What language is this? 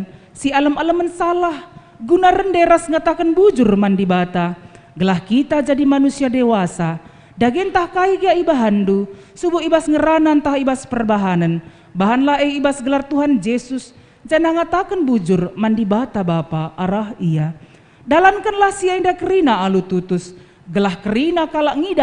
Batak Karo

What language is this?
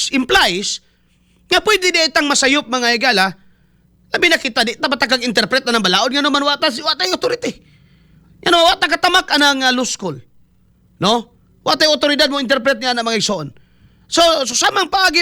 Cebuano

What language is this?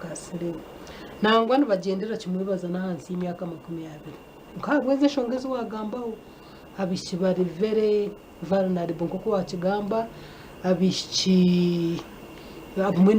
Nyankole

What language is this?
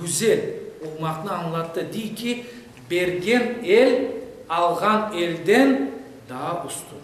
Crimean Tatar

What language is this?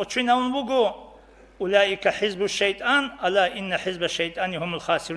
Avaric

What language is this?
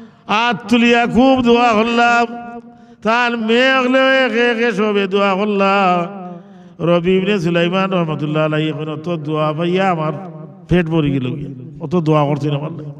Sylheti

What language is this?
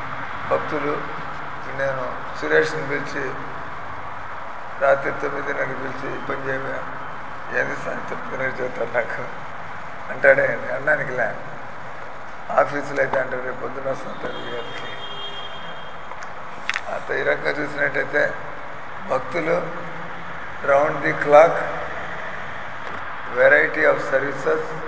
Telugu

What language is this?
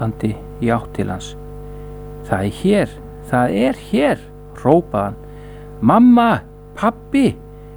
Icelandic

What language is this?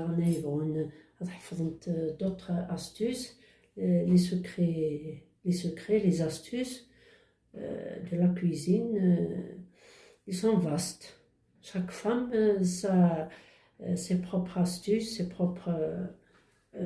Kabyle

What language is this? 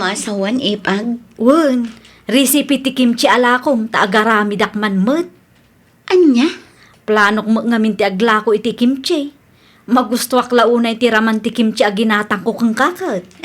Iloko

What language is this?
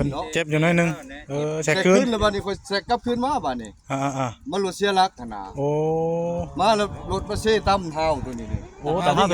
Northeastern Thai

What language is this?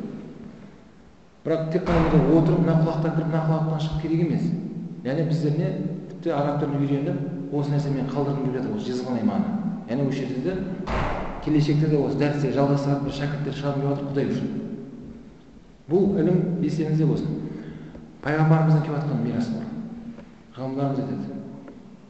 Kazakh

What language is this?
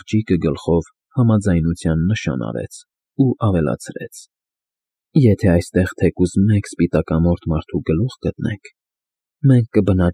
Armenian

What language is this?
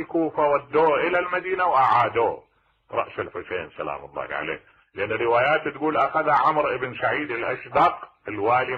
Mesopotamian Arabic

